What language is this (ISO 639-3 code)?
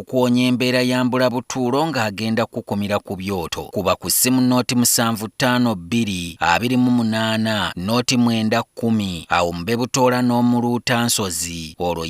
lug